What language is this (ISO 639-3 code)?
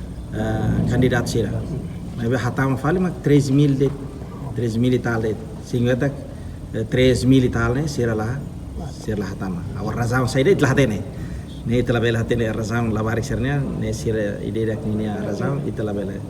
tet